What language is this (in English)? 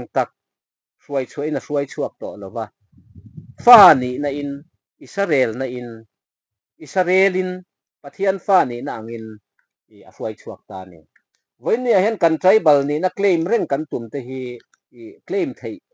Mizo